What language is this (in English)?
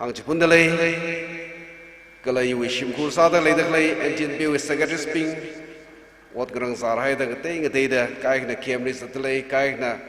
Tangkhul Naga (India)